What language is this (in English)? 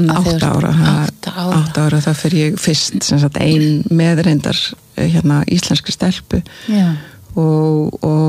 Icelandic